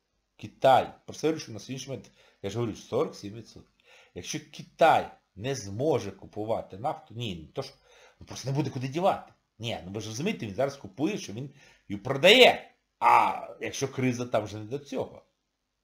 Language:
Ukrainian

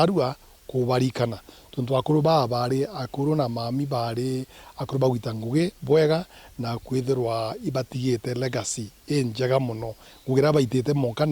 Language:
Meru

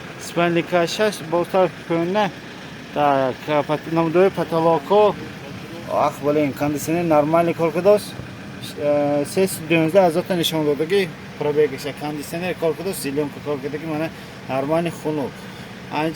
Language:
Tajik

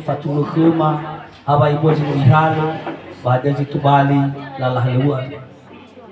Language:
Nias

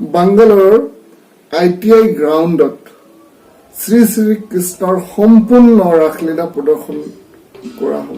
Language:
Assamese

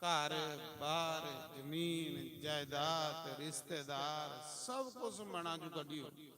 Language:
Dogri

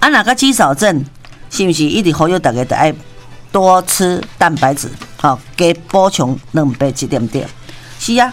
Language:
Min Nan Chinese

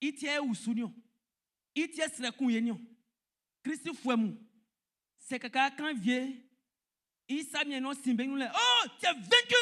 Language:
Baoulé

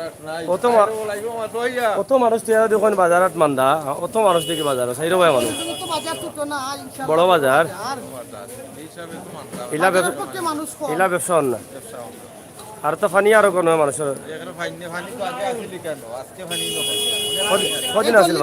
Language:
Sylheti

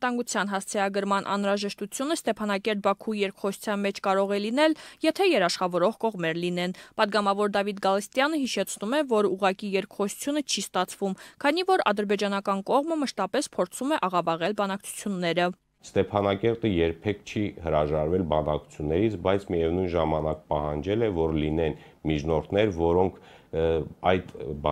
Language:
Armenian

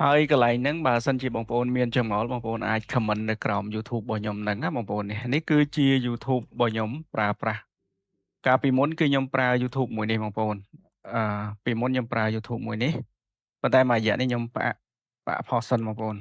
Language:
Khmer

